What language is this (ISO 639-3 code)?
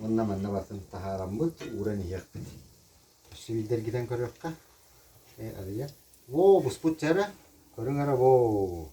sah